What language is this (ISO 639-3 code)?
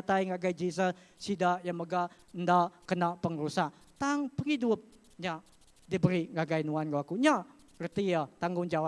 iba